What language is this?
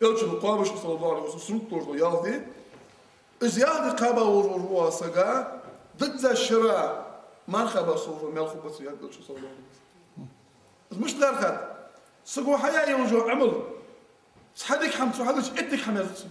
Ingush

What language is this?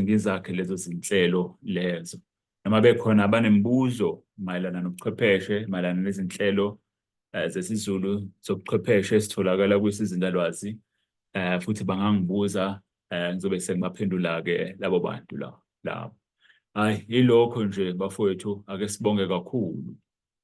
Zulu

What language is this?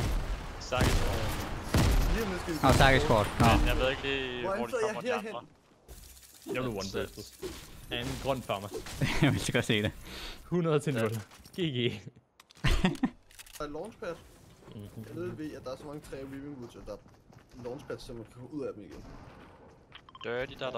Danish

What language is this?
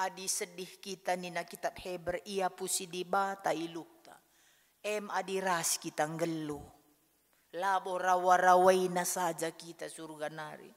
Batak Karo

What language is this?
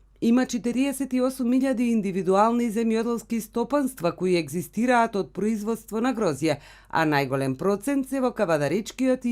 Macedonian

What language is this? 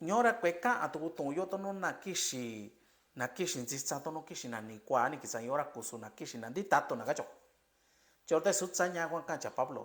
Mixtepec Mixtec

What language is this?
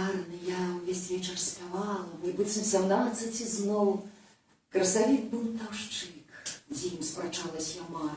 Belarusian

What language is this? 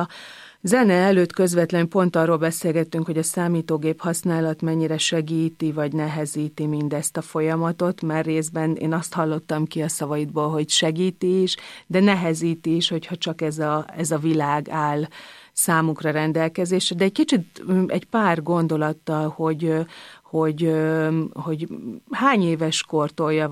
Hungarian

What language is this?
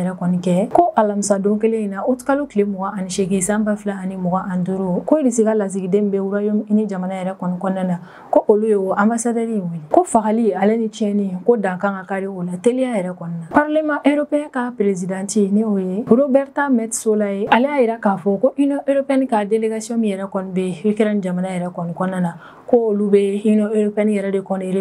Bambara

